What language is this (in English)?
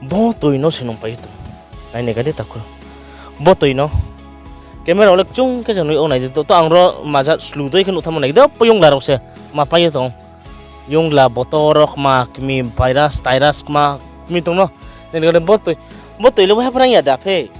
Riang (India)